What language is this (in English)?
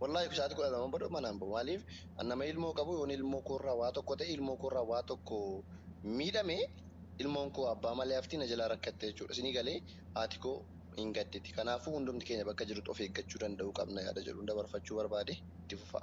Oromo